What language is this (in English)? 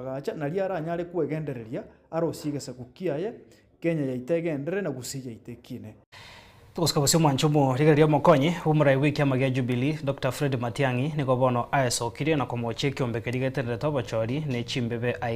Gusii